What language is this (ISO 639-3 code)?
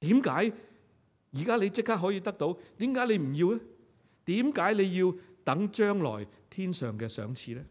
yue